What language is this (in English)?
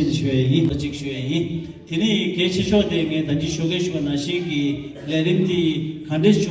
Tibetan